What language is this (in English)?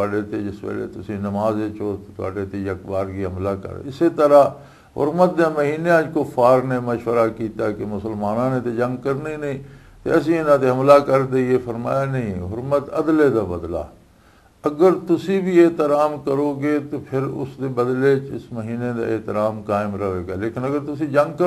Western Panjabi